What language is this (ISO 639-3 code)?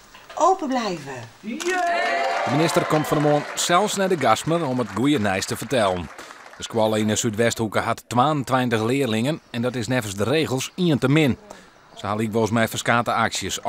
fry